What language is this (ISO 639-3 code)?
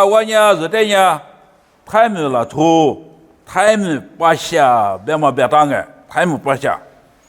lis